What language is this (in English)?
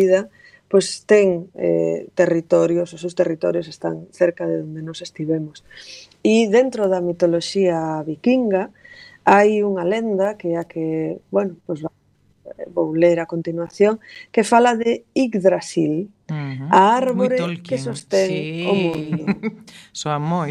Galician